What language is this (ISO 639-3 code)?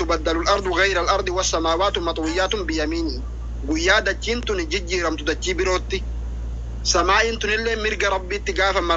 orm